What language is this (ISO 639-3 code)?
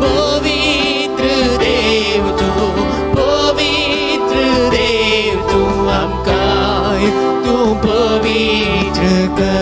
kok